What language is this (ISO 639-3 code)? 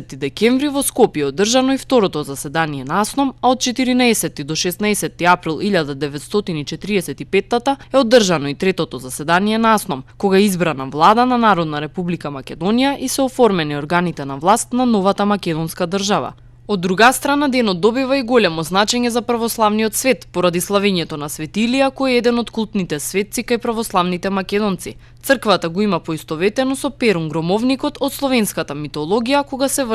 mkd